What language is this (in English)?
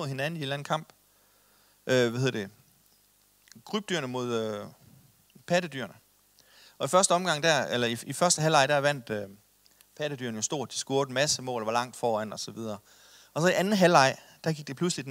Danish